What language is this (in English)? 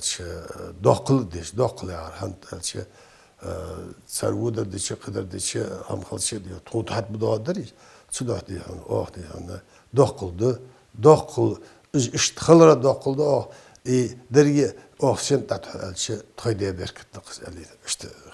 Ingush